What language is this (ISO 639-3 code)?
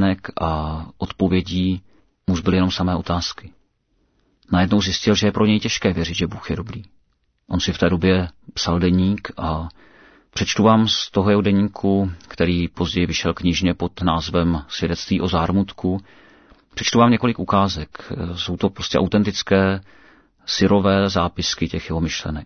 ces